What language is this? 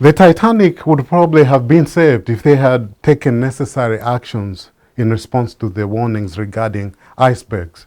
English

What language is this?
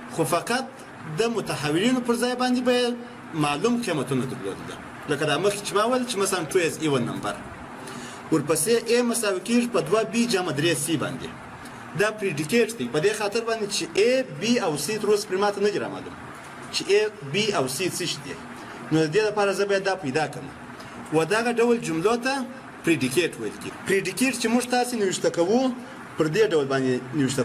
Pashto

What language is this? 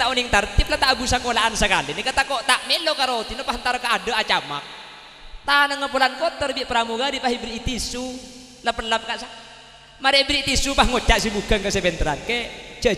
Madurese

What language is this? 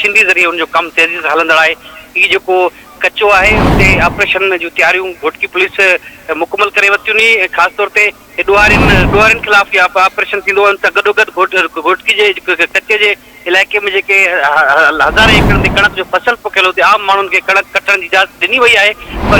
Sindhi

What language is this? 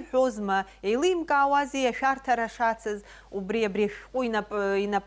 Abkhazian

